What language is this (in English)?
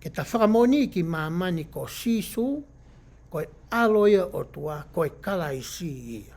Tongan